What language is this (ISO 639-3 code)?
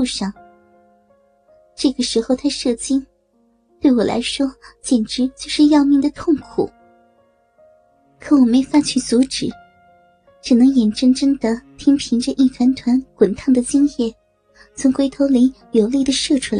zho